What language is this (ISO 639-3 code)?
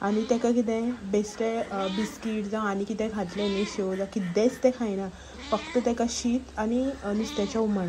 kok